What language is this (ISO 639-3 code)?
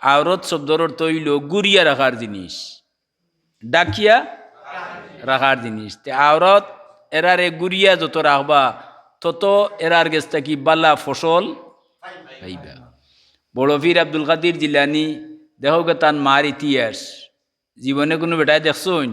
syl